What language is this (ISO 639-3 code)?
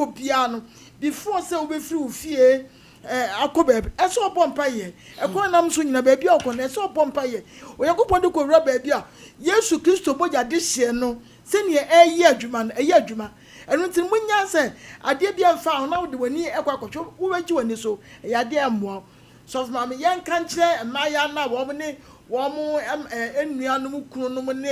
aka